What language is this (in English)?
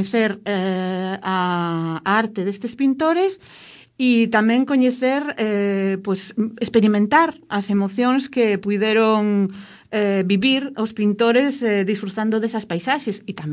Galician